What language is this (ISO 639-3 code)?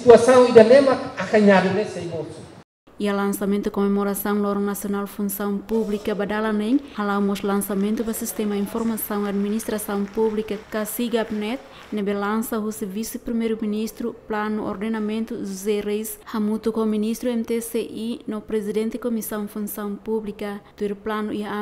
tet